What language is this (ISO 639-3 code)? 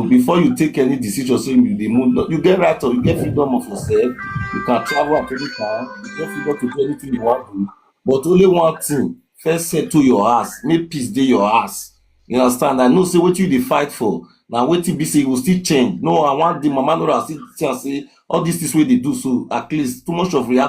pcm